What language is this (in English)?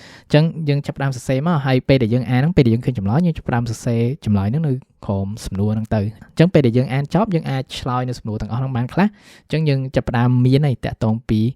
Khmer